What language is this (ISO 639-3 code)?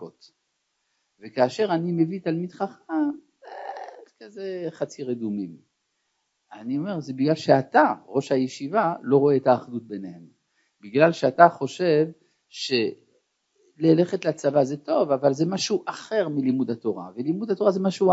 heb